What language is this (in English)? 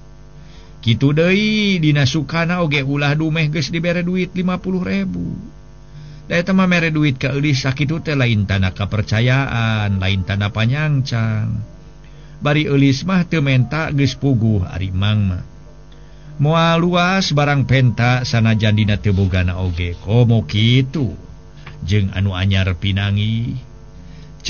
Sundanese